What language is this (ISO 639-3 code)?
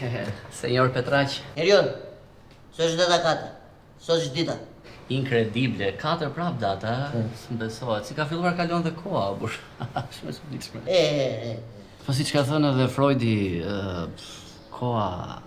sqi